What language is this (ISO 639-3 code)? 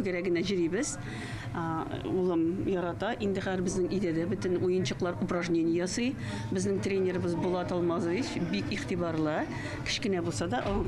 tat